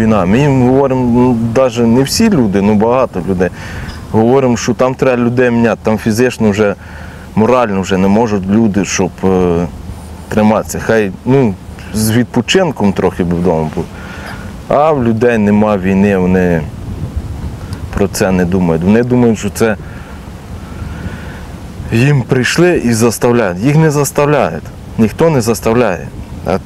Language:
Ukrainian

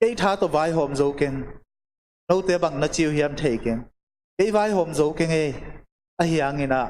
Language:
Tedim Chin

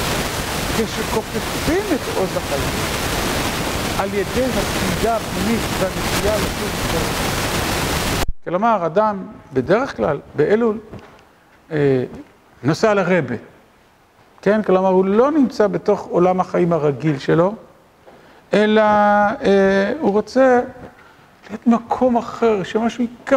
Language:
Hebrew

